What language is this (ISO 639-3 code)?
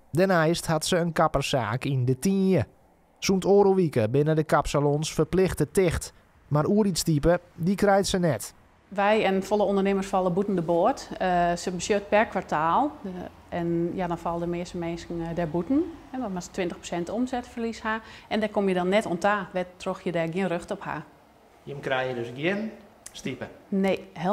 fry